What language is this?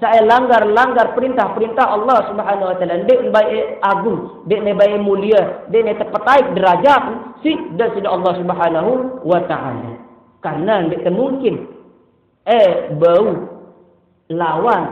Sasak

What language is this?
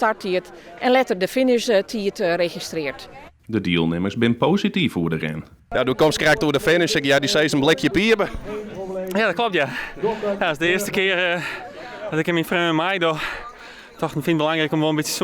Western Frisian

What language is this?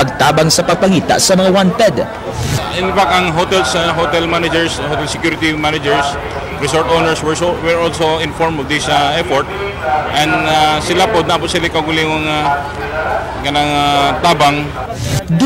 Cebuano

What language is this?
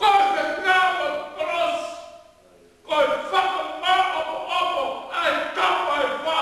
Tongan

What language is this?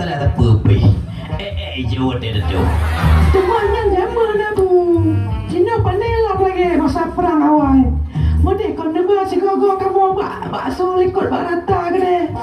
Achinese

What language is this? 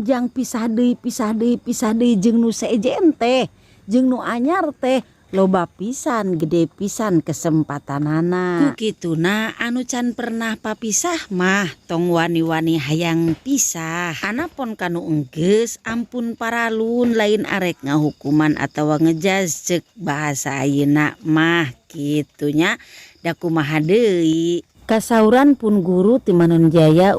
Sundanese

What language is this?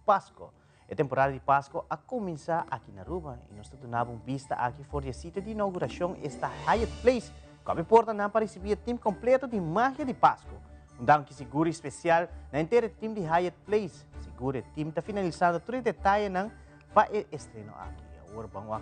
Papiamento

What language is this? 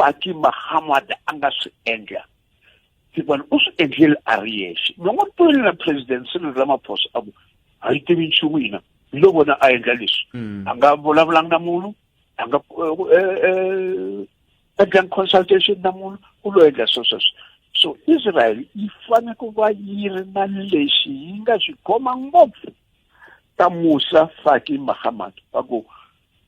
Tsonga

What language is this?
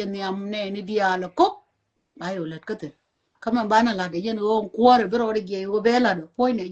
Nuer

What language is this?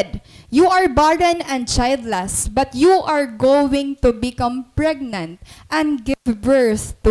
Waray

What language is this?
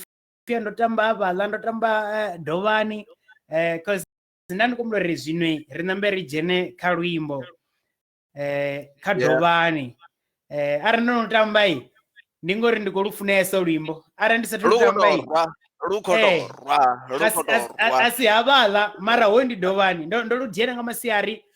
Venda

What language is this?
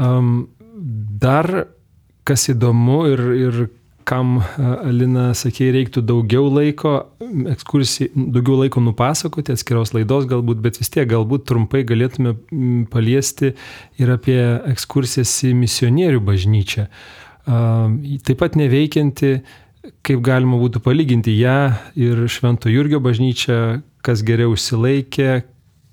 Lithuanian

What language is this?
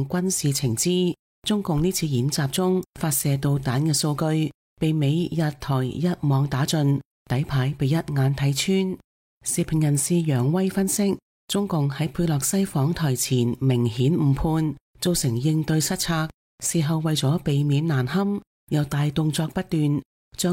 Cantonese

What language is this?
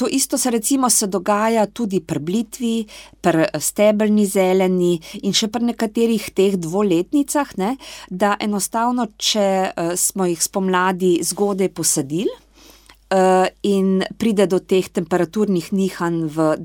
Slovenian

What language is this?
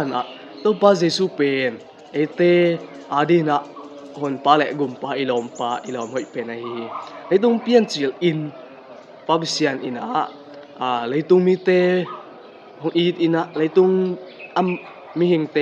Tedim Chin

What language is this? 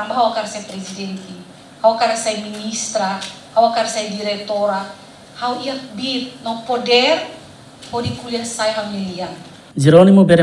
Tetum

